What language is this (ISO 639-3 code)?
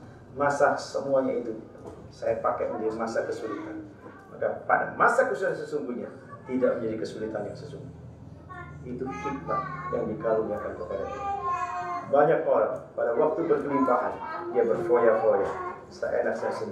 ind